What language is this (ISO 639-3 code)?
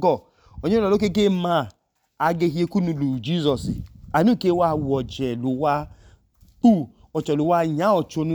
idu